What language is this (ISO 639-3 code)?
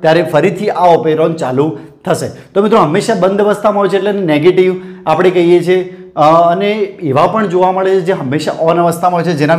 guj